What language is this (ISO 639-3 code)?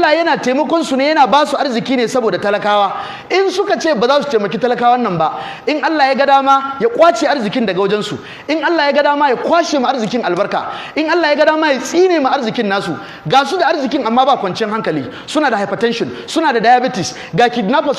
hau